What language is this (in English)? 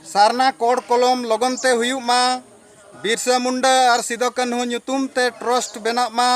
Santali